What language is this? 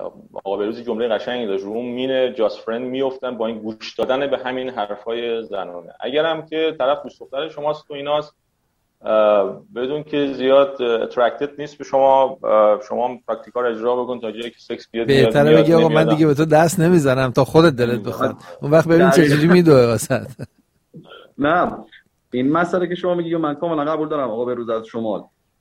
Persian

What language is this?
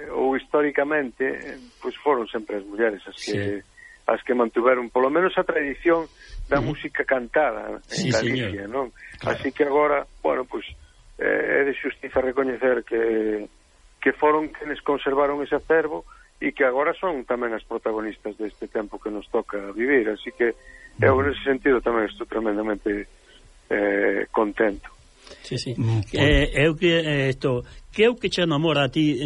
Galician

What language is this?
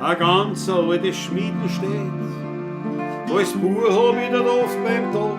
Bavarian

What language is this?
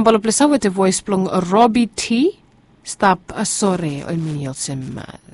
Bislama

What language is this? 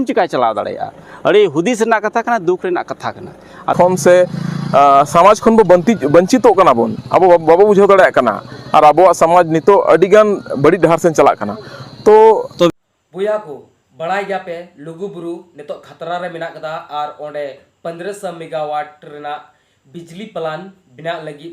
Santali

